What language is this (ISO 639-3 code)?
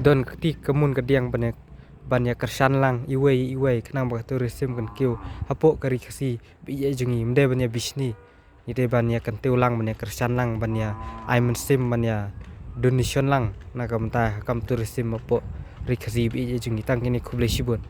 kha